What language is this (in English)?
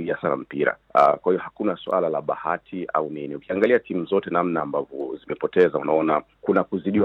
Swahili